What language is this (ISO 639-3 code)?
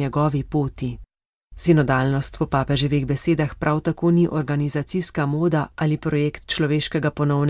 slv